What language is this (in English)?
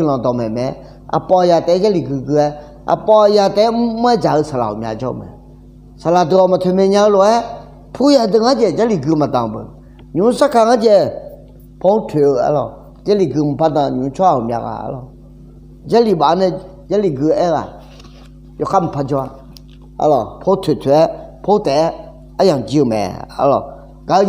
Akha